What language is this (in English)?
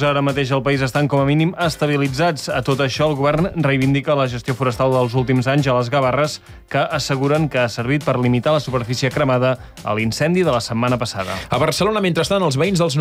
Catalan